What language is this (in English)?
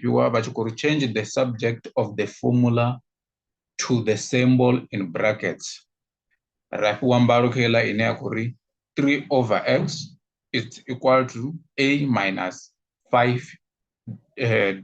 Venda